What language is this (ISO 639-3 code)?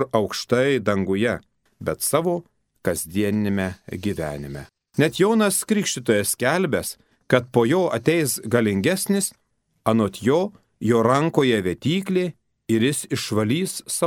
lit